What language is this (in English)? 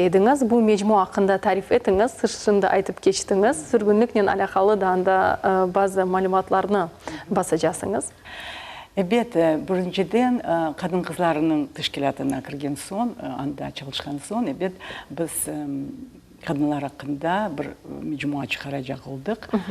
Crimean Tatar